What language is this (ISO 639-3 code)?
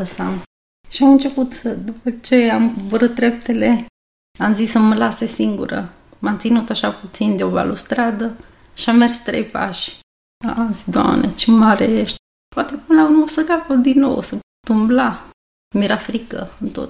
ron